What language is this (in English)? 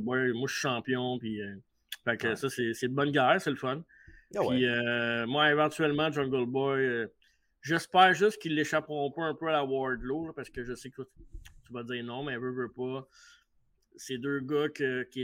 French